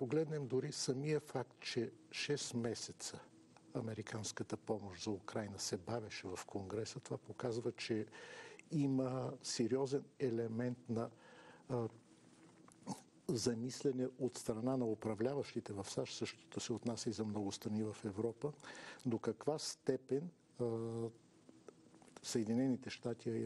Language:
Bulgarian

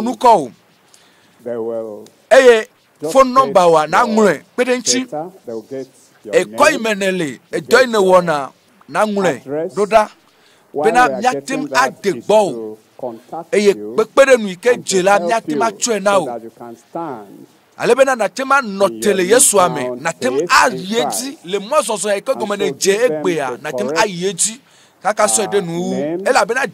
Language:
Ewe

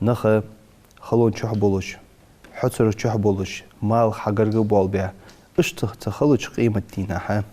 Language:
Ingush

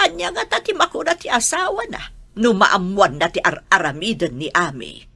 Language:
Iloko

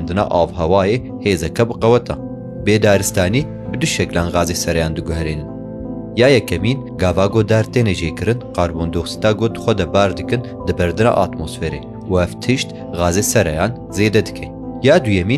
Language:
Kurdish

